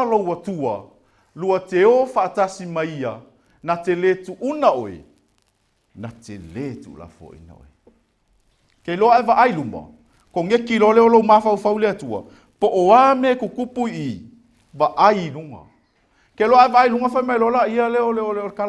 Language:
Samoan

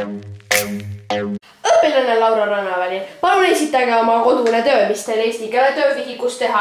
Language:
Estonian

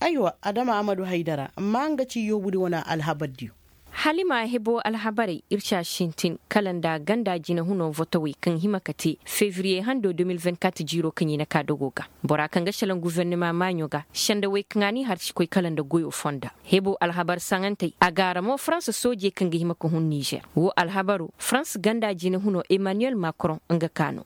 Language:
Koyraboro Senni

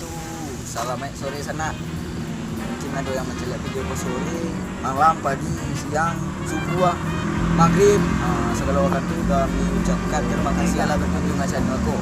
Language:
Minangkabau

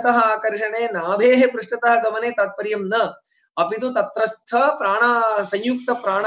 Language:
Sanskrit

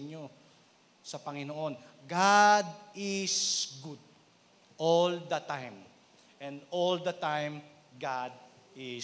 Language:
Filipino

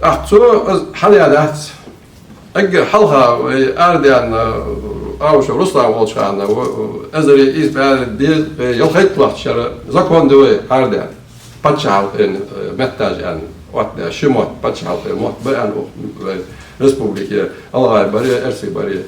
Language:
Ingush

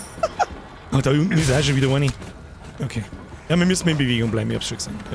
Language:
Bavarian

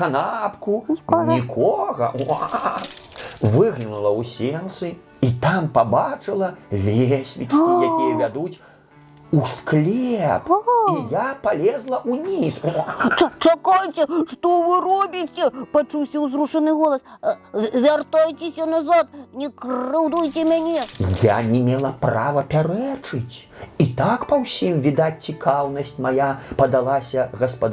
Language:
Belarusian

